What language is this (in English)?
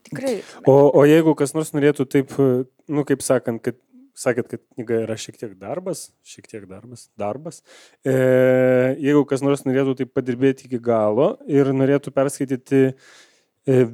Lithuanian